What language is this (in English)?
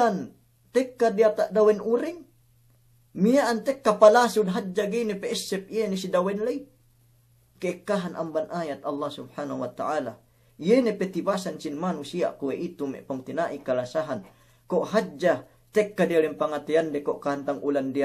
Yakan